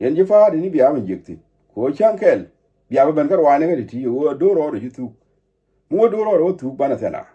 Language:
Nuer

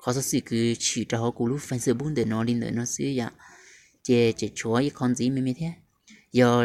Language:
Hmong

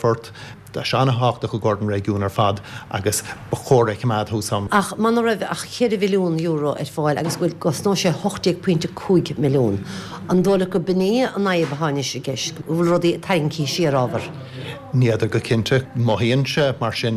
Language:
Irish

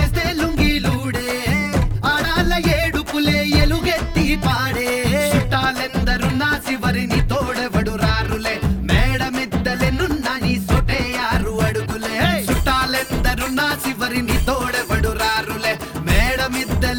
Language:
Telugu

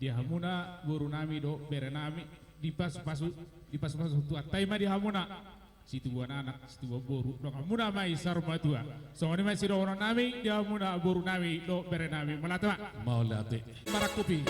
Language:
Batak Toba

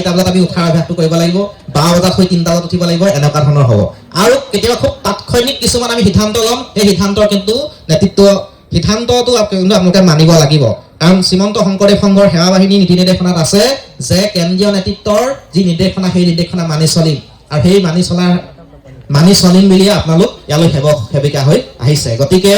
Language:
Assamese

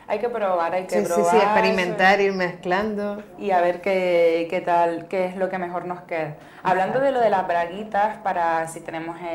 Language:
Spanish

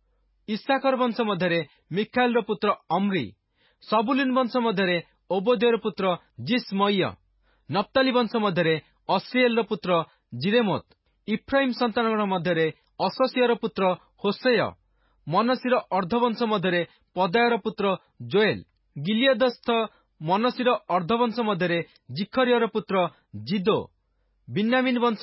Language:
Odia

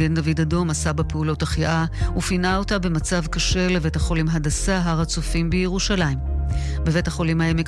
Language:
Hebrew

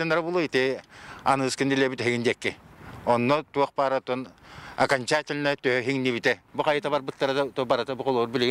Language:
Yakut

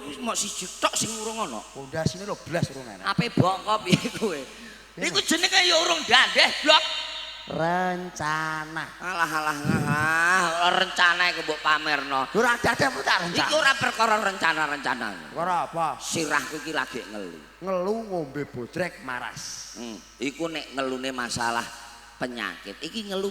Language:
Javanese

